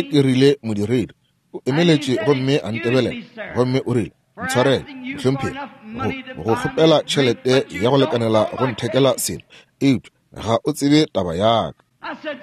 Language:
Northern Sotho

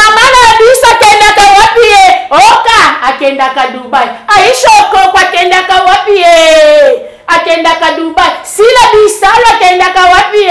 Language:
Lingala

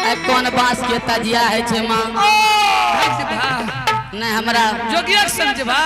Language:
Angika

